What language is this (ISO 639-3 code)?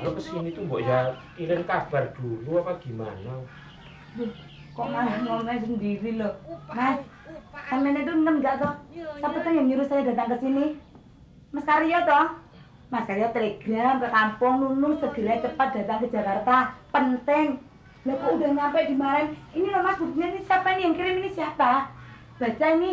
bew